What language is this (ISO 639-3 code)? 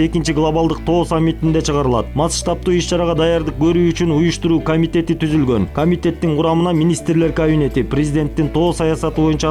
kir